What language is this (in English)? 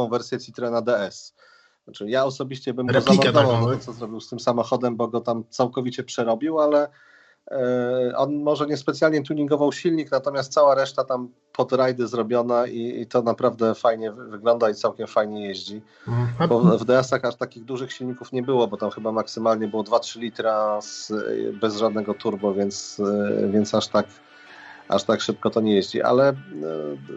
Polish